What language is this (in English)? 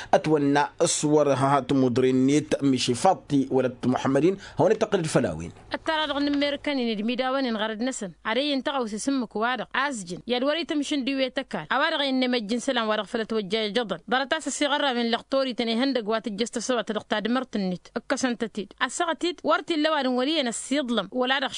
Tamasheq